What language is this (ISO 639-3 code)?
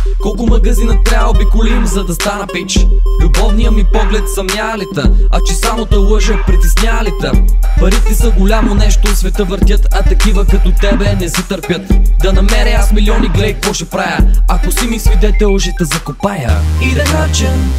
bul